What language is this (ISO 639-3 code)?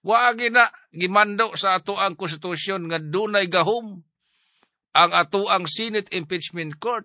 ceb